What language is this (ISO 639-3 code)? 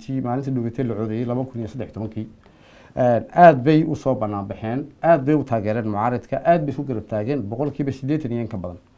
som